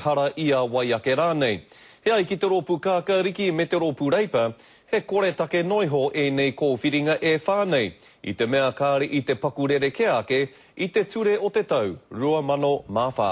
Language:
Māori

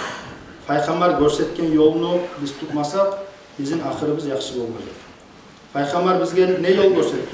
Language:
Kumyk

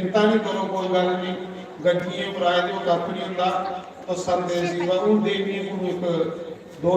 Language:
Dogri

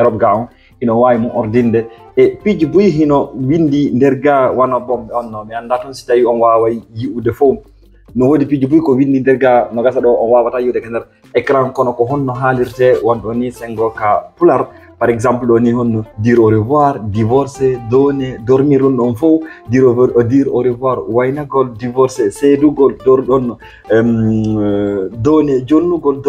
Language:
Fula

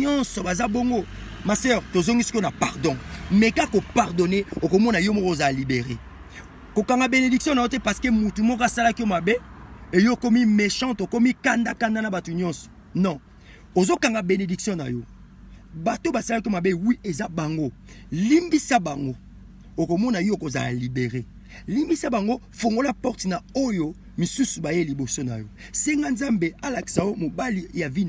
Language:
Lingala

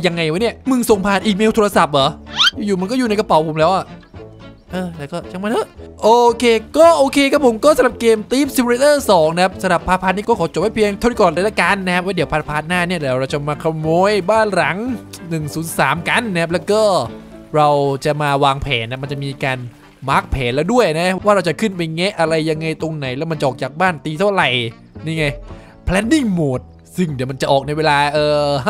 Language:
Thai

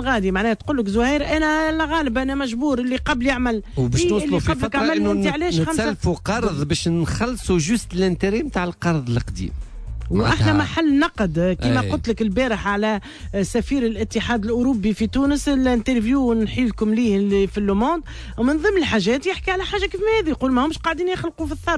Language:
Tunisian Arabic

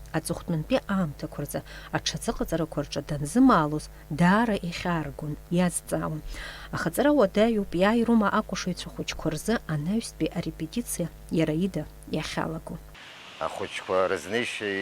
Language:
Abkhazian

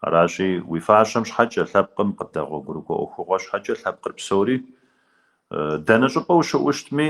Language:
Kabardian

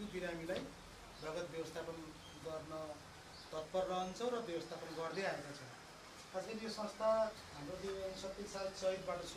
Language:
Nepali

